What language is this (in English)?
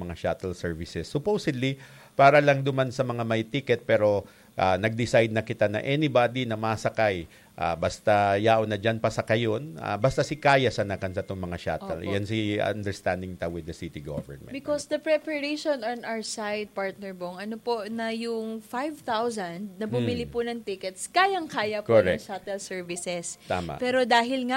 Bikol